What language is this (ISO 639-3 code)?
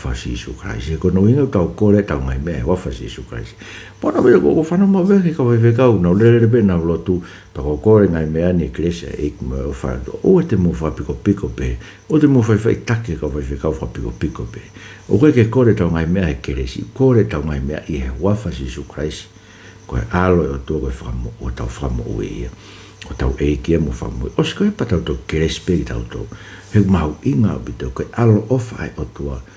ton